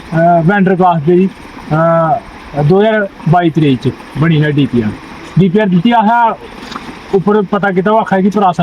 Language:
Dogri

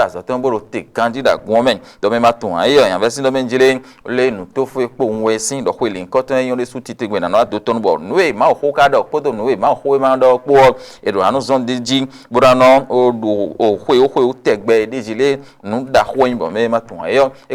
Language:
Fon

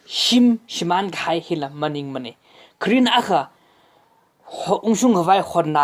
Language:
Tangkhul Naga (India)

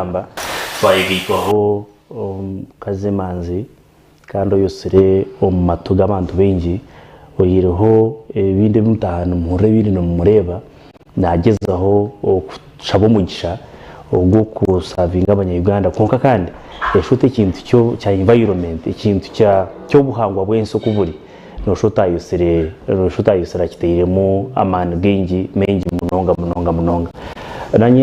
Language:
Nyankole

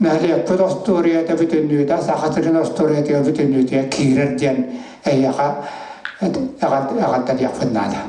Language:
Yakut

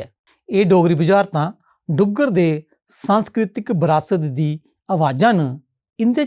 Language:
Dogri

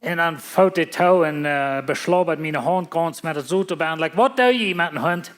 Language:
Plautdietsch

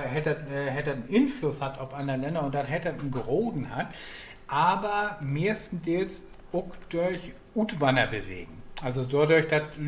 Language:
Low German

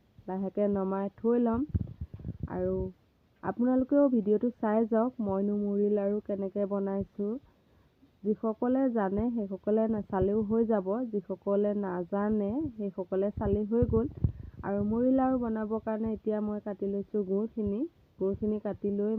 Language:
Assamese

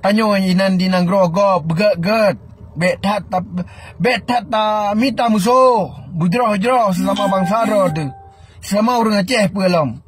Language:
Achinese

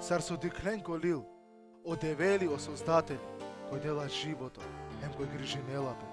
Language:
Balkan Romani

